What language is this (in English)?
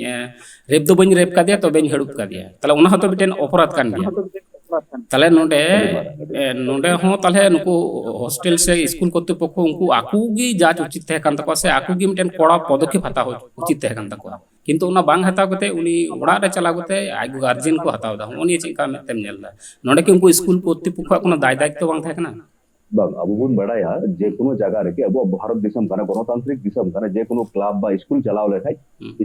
Santali